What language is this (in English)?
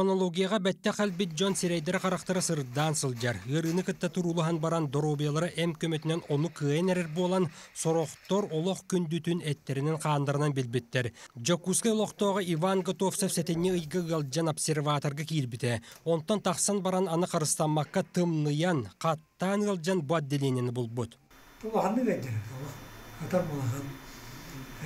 Yakut